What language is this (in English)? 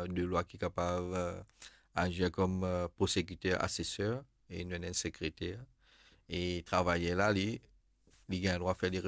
Morisyen